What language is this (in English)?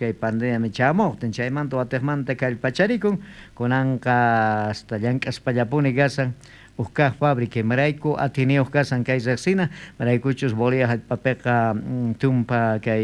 South Bolivian Quechua